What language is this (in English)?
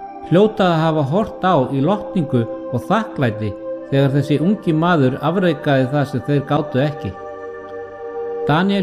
Icelandic